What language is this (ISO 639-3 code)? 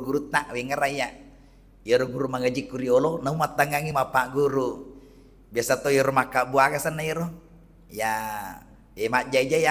bug